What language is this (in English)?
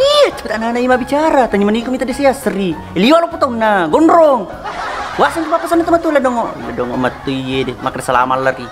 Buginese